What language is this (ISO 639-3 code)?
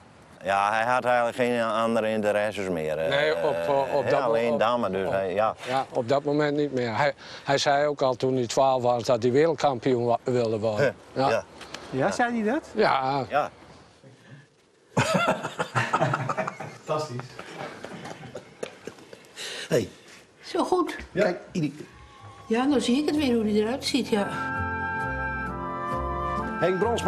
nld